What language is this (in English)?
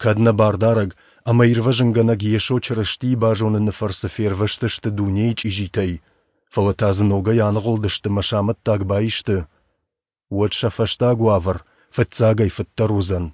Ossetic